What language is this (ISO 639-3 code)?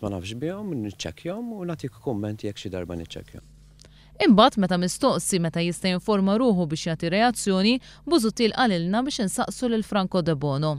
mlt